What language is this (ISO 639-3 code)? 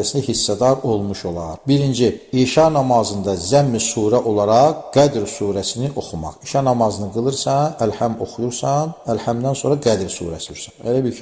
aze